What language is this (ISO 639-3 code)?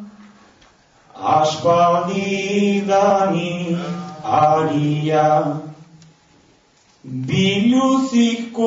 eus